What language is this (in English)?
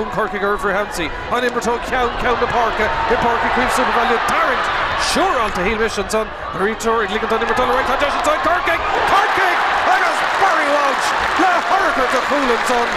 Irish